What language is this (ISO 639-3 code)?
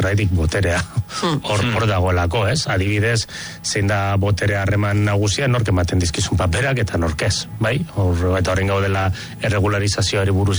eus